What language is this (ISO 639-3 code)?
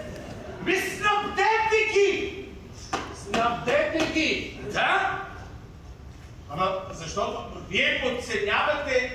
bul